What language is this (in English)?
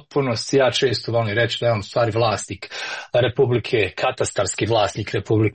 Bosnian